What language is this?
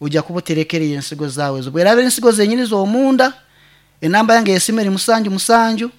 Nyankole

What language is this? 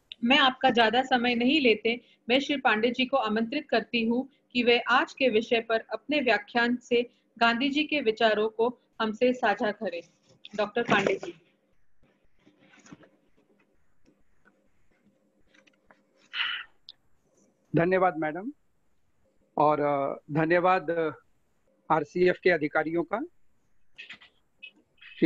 Hindi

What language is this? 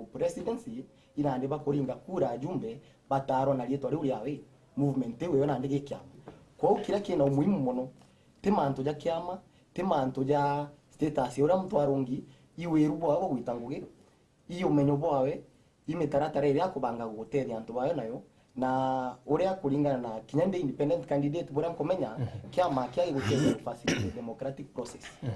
Meru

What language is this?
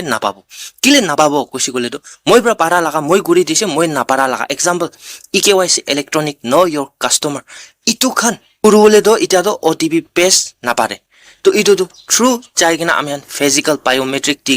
Naga Pidgin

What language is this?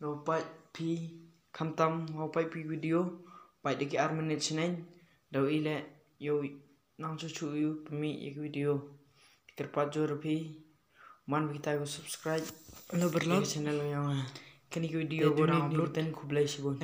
Khasi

